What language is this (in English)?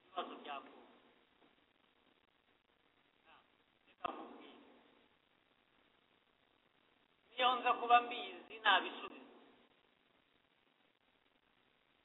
Kinyarwanda